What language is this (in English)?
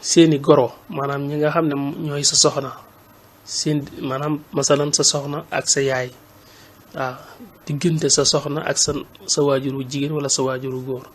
Wolof